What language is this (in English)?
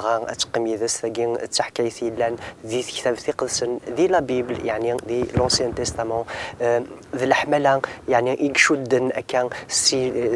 Kabyle